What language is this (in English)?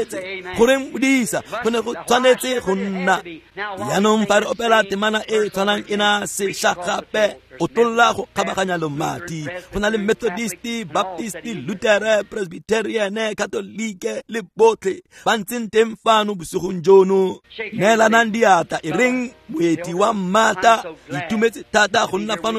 Tswana